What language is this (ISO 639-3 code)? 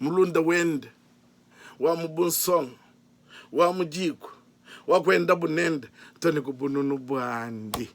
lua